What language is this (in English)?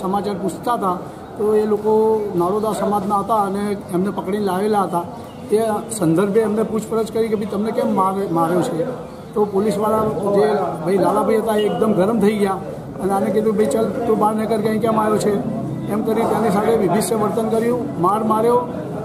Gujarati